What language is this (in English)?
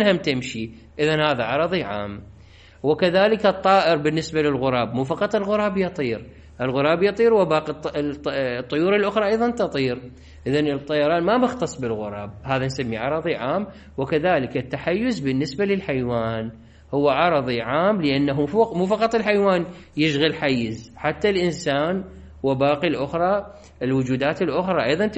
Mesopotamian Arabic